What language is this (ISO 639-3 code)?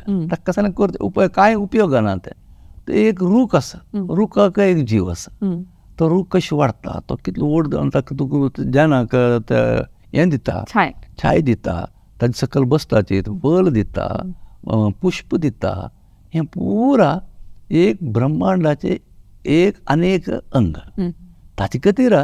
kok